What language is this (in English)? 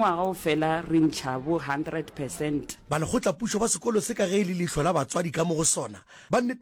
Northern Sotho